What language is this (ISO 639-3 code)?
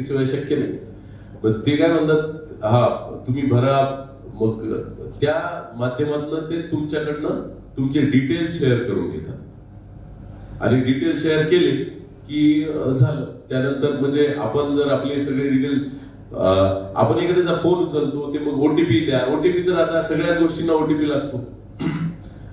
mar